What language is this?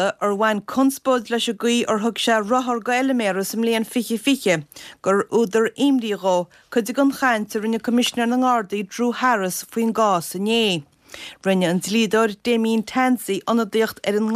Irish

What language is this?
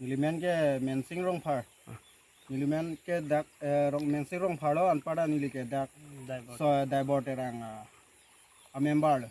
Karbi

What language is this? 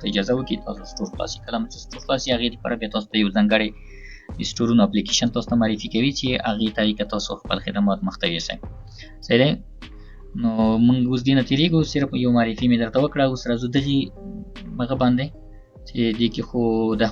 Pashto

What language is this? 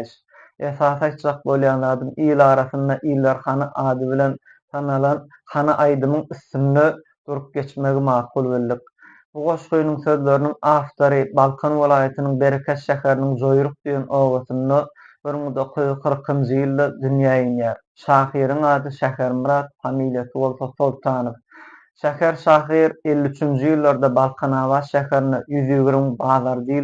Turkmen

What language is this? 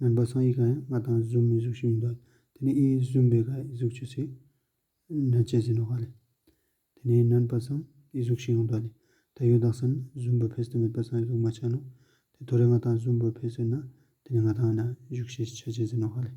Ladakhi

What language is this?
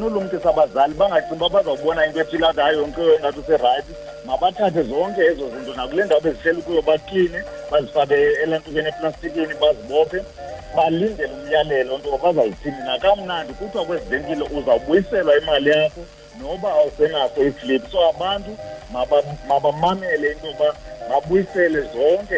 Xhosa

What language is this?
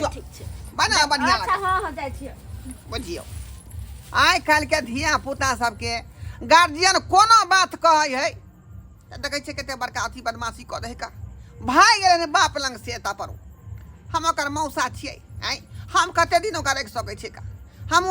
Maithili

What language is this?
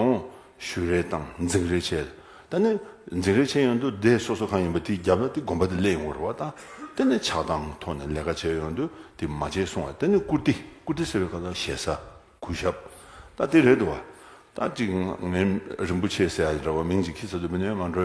Tibetan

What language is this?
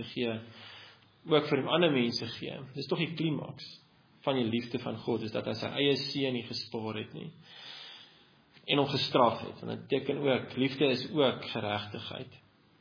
Afrikaans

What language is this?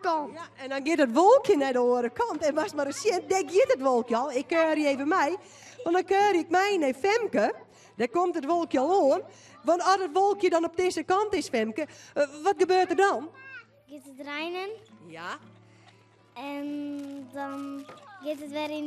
Western Frisian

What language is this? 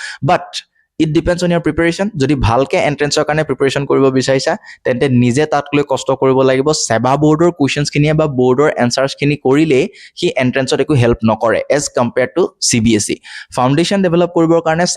Assamese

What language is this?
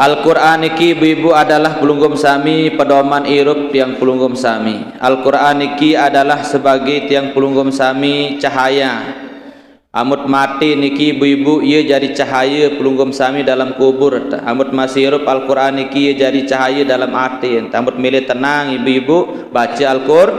Sasak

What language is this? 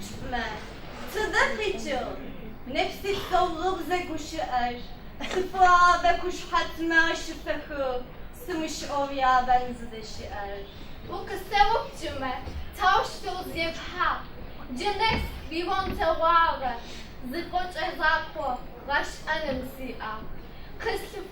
Adyghe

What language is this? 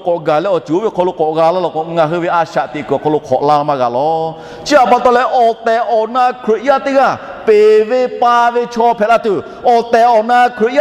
Lahu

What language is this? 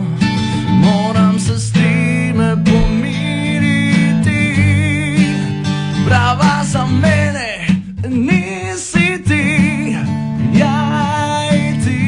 Croatian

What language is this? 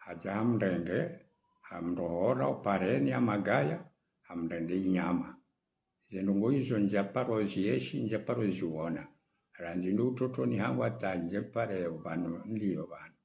Ngazidja Comorian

